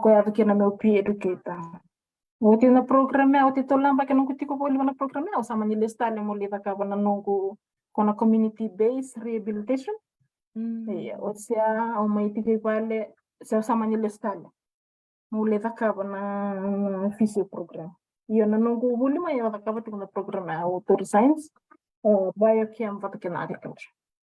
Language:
Fijian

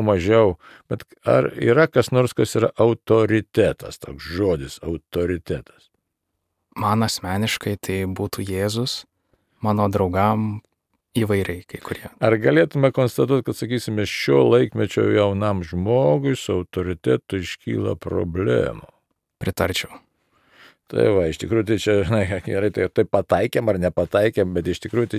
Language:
Lithuanian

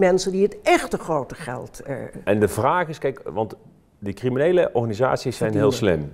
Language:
Dutch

